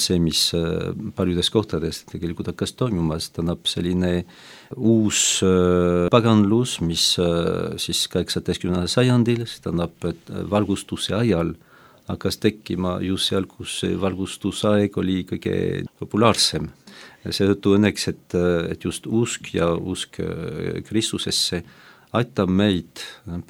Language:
Estonian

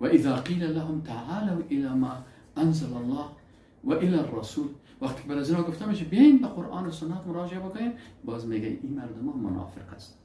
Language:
Persian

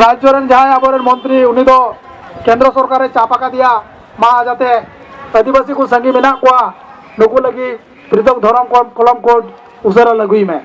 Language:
Santali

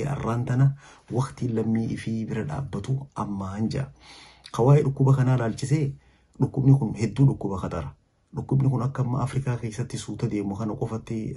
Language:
Oromo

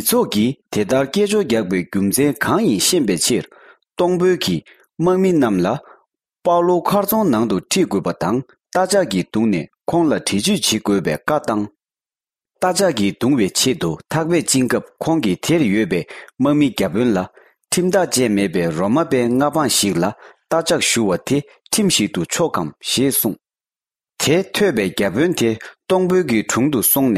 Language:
Tibetan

